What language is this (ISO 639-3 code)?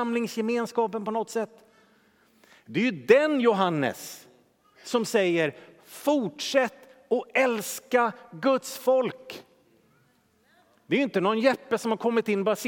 swe